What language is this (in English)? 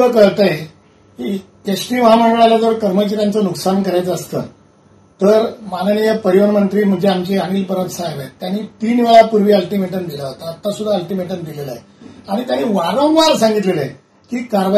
Marathi